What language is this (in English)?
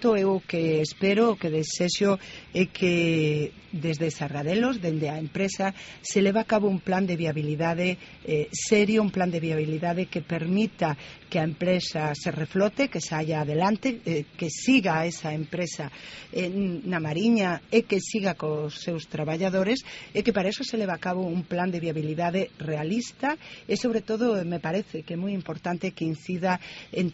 Galician